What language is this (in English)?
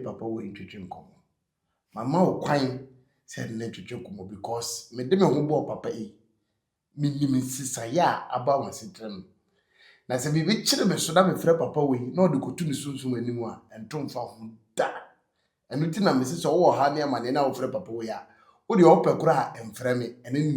Akan